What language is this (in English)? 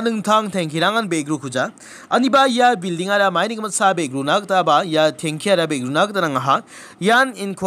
Garo